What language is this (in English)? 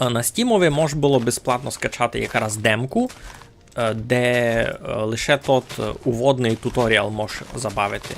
Rusyn